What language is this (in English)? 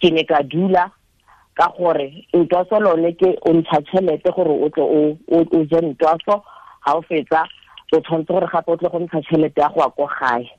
Tswana